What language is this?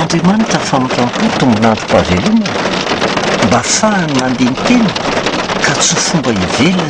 Malagasy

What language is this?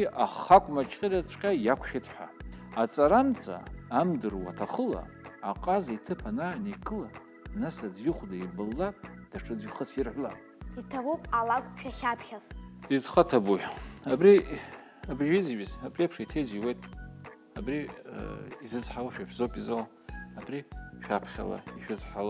Abkhazian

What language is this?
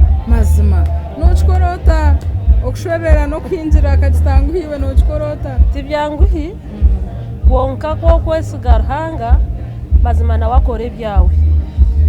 Nyankole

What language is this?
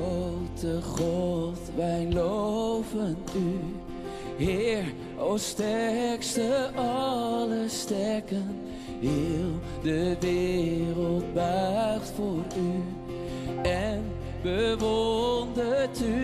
Western Frisian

